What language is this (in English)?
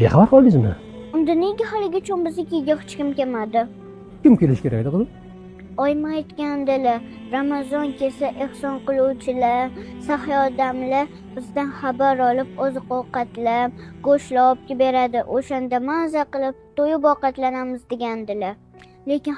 Uzbek